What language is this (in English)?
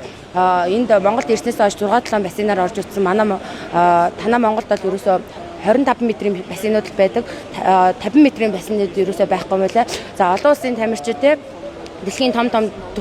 Mongolian